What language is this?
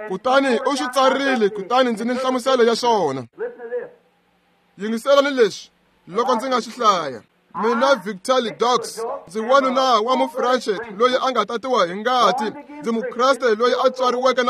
Tsonga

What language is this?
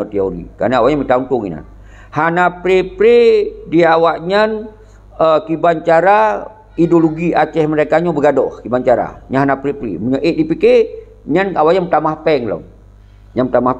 Achinese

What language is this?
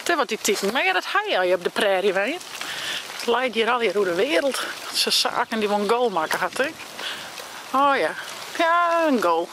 Western Frisian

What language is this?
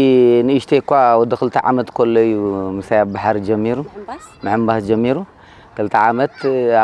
Tigrinya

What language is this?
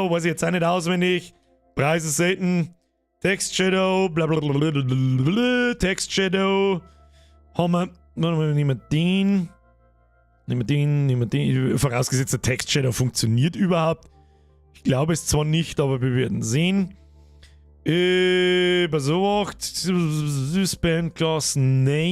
Bavarian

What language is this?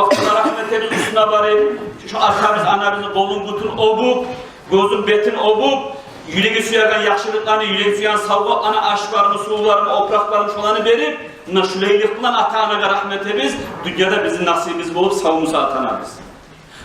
Kumyk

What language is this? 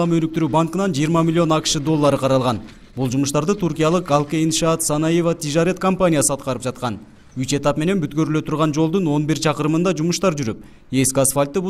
Kyrgyz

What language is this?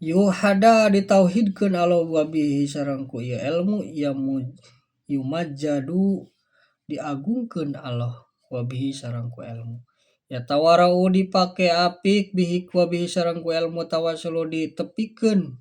Sundanese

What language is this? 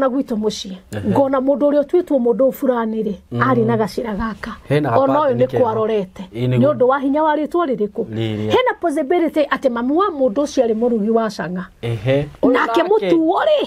Kikuyu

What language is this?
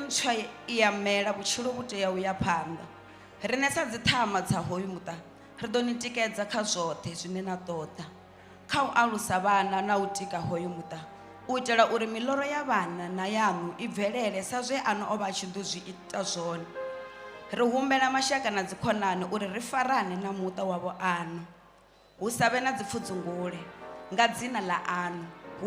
Venda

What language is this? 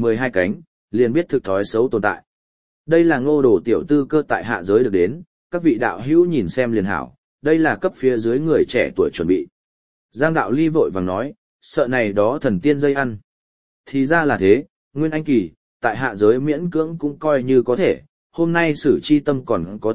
Vietnamese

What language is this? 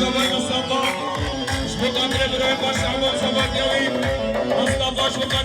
Kurdish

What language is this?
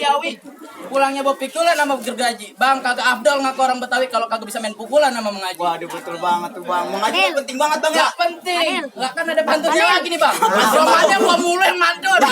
Betawi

